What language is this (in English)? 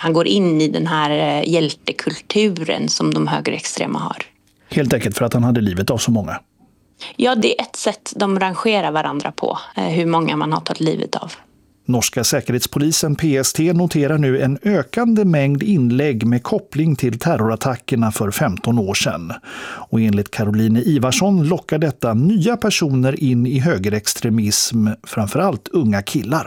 Swedish